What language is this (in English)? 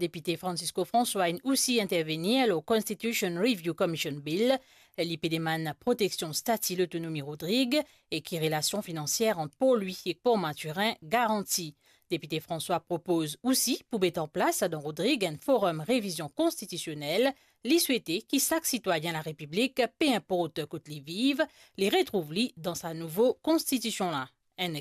Morisyen